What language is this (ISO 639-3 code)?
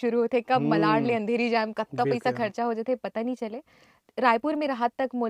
hne